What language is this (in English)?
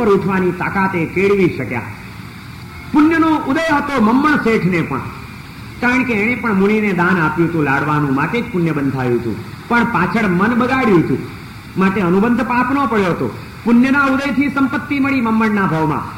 Gujarati